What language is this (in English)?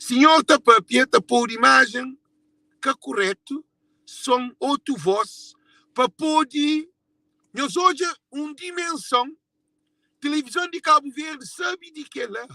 Kabuverdianu